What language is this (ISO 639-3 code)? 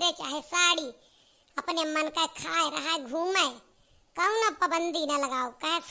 awa